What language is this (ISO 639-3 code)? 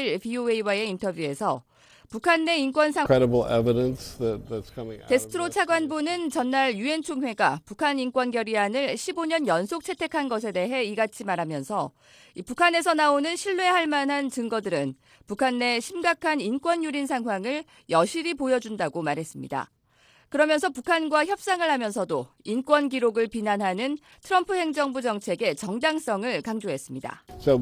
kor